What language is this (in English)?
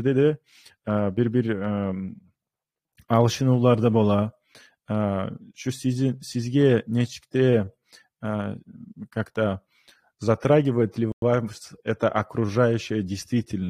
Kumyk